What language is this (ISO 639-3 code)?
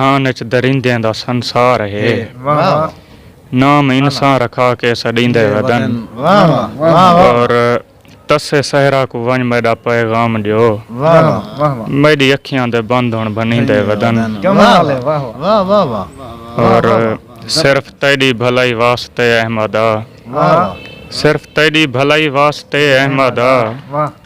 skr